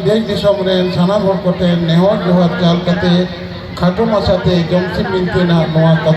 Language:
Santali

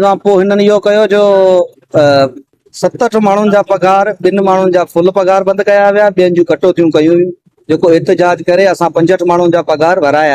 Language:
Sindhi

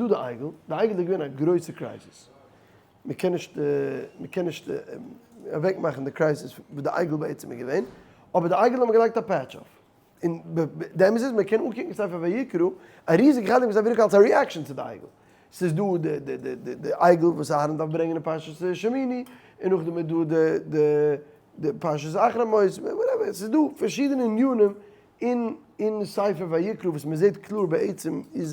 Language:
Yiddish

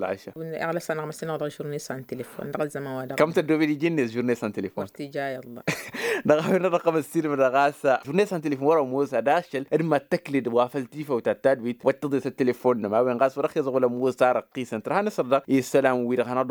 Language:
Tamasheq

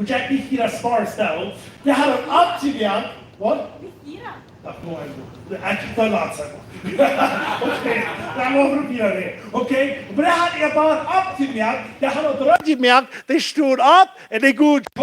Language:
Plautdietsch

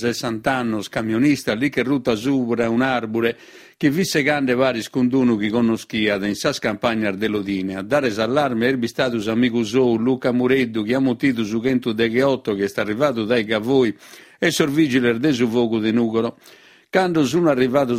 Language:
Sardinian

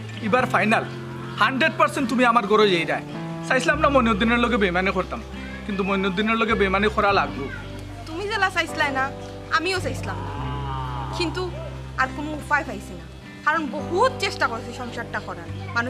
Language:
Sylheti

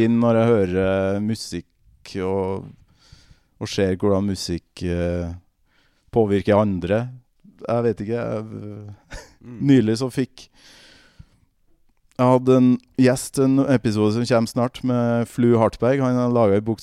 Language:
Norwegian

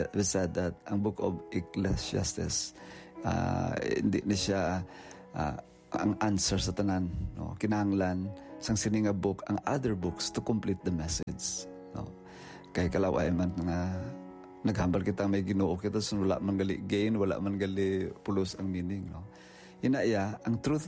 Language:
Hiligaynon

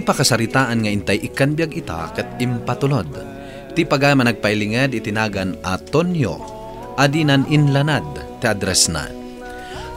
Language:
Iloko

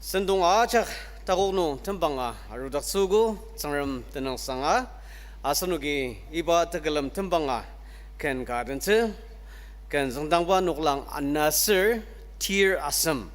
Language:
Ao Naga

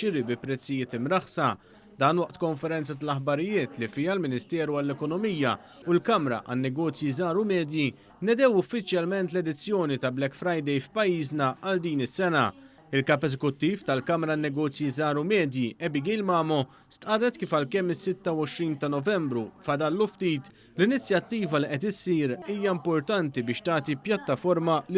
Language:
Maltese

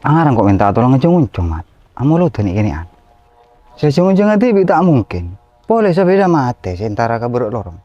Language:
Madurese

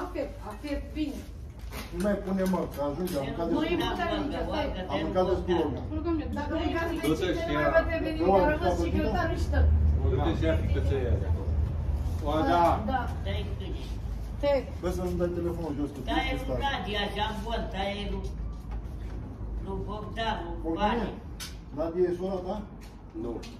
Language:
Romanian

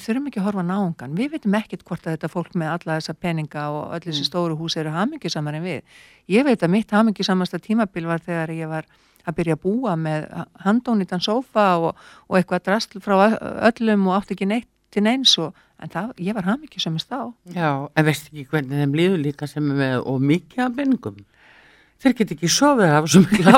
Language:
Icelandic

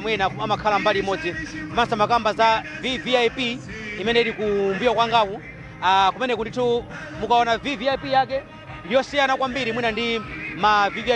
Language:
Nyanja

